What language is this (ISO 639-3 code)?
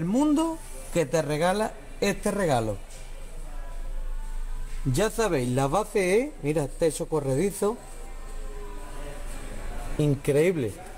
spa